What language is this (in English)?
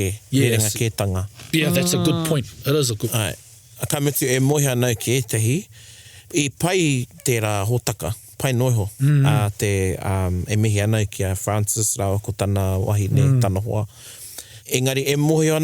Māori